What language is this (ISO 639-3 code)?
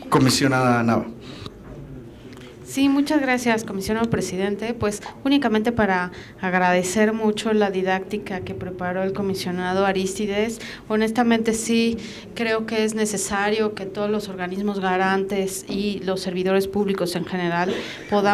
spa